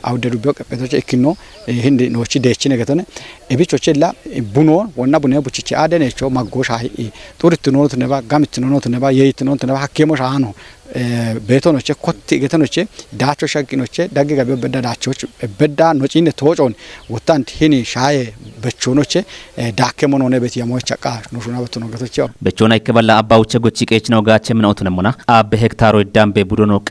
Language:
Kafa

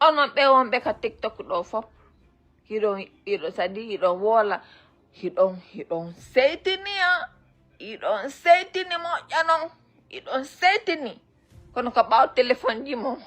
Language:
Fula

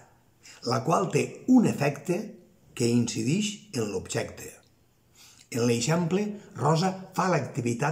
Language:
Catalan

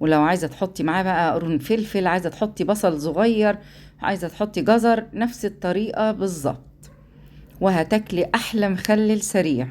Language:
Egyptian Arabic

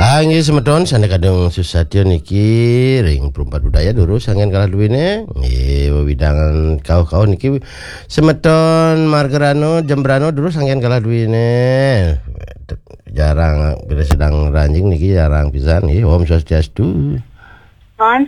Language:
Balinese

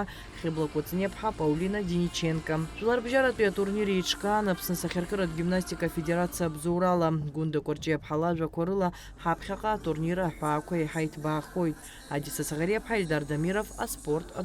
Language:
Abkhazian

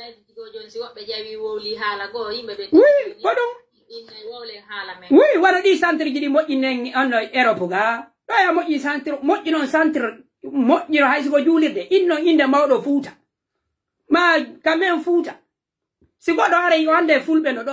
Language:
Pular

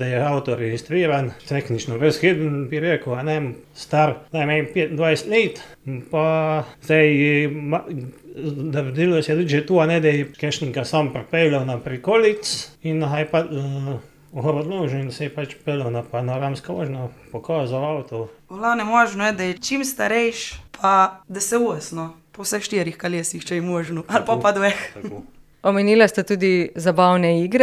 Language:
Slovenian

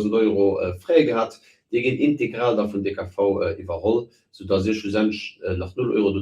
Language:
Luxembourgish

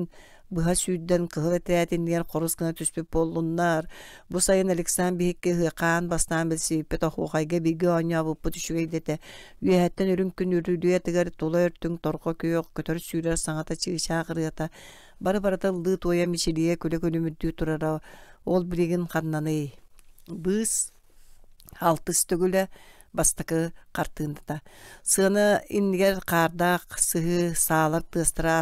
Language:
Yakut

